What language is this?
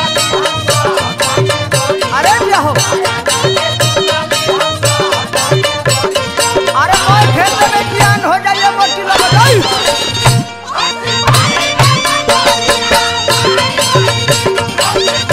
Bhojpuri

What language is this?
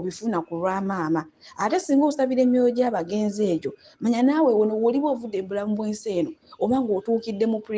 Ganda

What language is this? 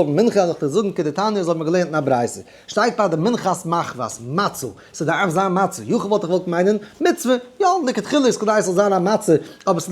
Yiddish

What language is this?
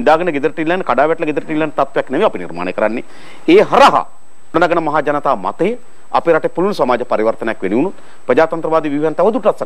Sinhala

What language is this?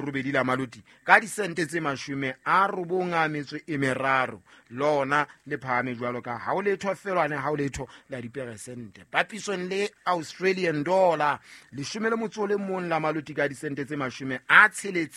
Southern Sotho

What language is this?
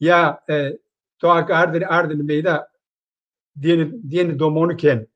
Zaza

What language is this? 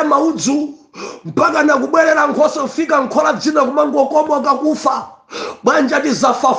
Nyanja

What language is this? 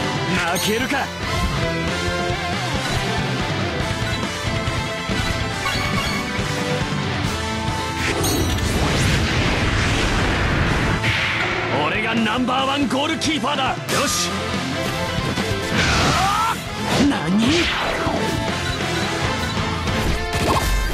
Japanese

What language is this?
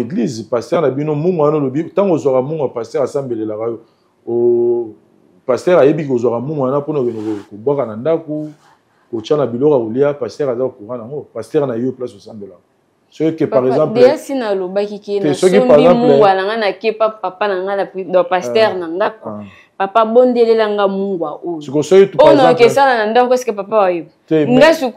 Lingala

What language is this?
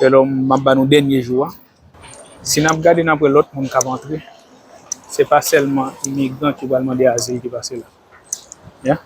Haitian Creole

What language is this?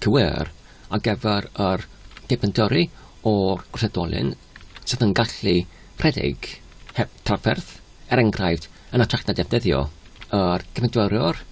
Welsh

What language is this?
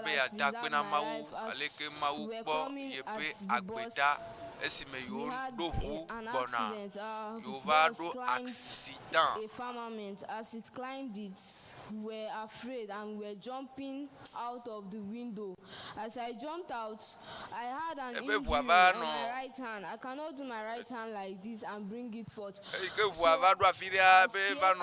Ewe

